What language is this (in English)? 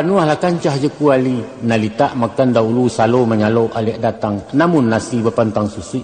Minangkabau